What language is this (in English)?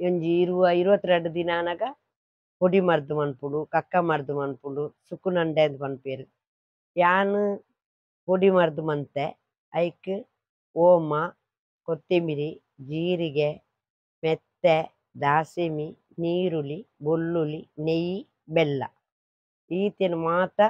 Tulu